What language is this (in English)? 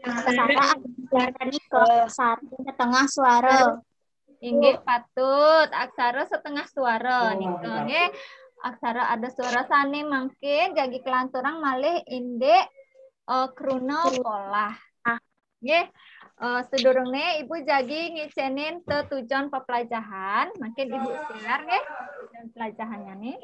Balinese